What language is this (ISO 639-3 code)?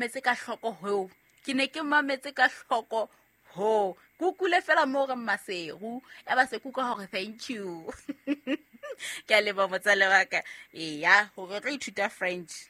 sot